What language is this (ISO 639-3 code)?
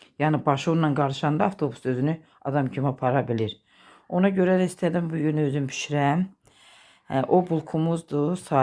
aze